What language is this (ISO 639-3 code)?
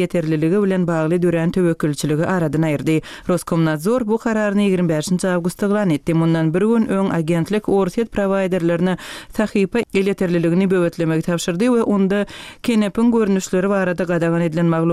tuk